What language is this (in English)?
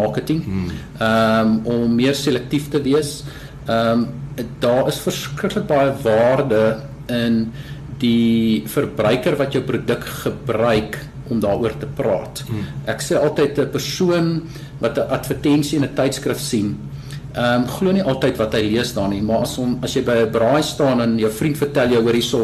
Afrikaans